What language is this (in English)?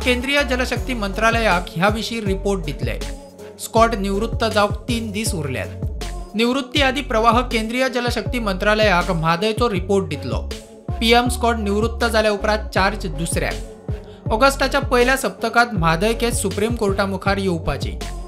Konkani